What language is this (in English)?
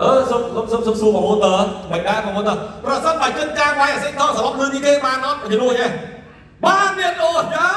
Khmer